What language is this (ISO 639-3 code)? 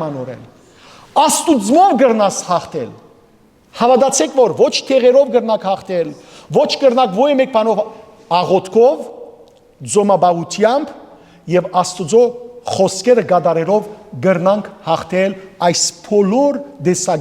hyw